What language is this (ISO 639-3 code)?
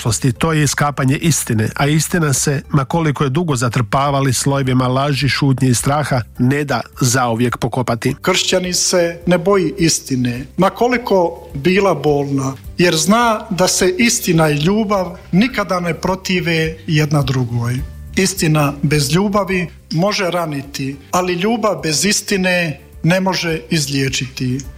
hrv